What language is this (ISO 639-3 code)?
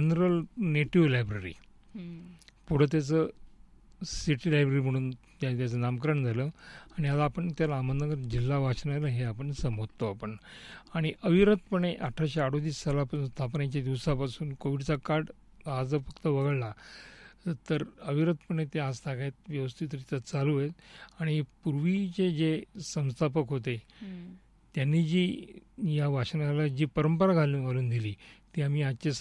mar